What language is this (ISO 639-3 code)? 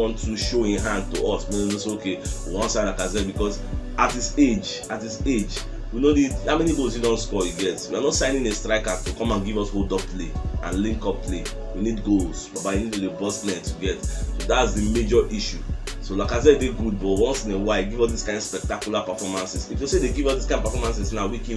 pcm